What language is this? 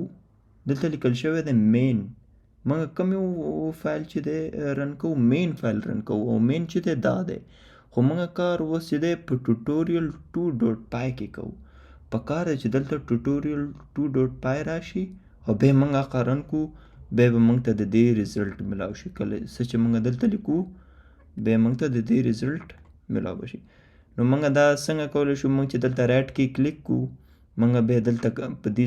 Pashto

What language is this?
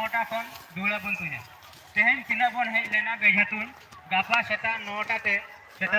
Santali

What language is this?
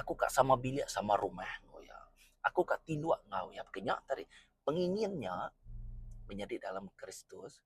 Iban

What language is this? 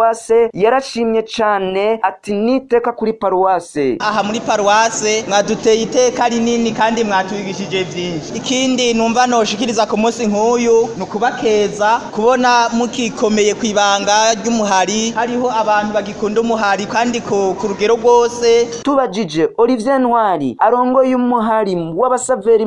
Rundi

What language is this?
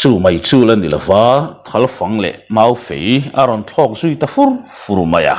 Mizo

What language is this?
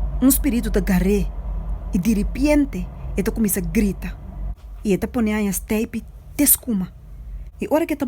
Papiamento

